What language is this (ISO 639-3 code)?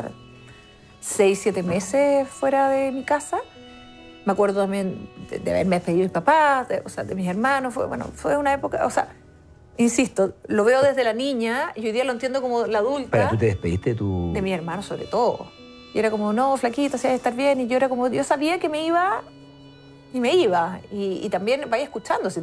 spa